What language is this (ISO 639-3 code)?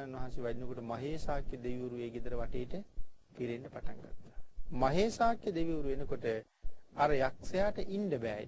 sin